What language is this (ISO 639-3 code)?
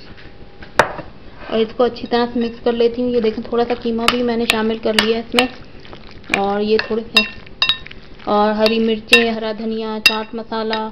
hin